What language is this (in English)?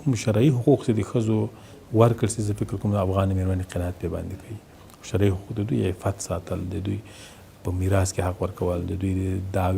Pashto